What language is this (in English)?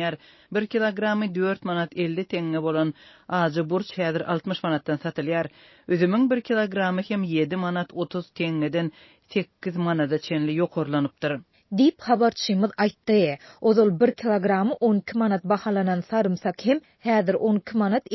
Turkmen